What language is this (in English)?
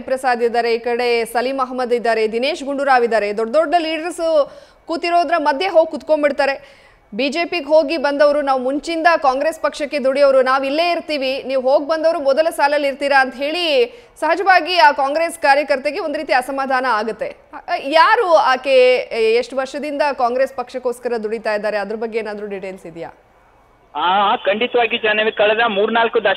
Kannada